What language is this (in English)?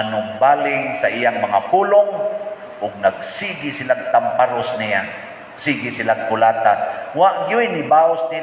Cebuano